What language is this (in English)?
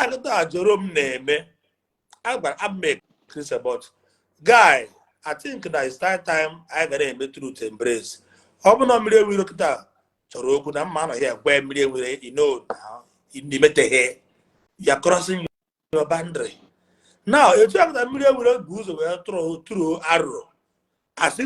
Igbo